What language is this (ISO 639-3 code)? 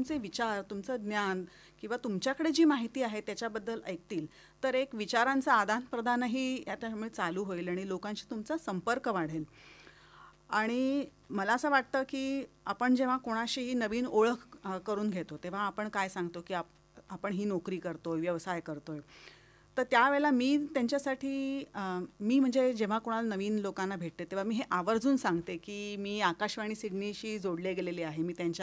mar